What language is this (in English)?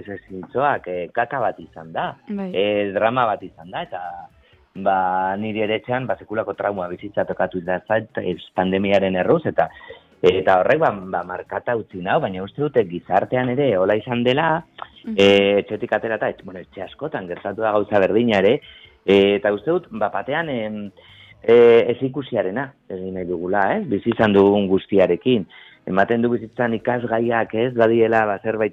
Basque